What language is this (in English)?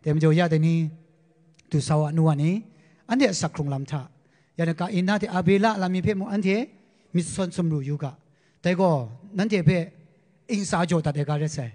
Kachin